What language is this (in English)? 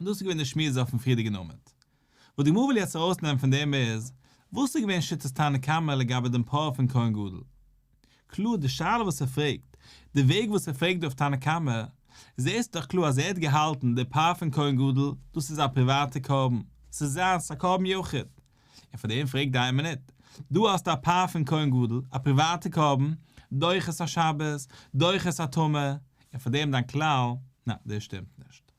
Yiddish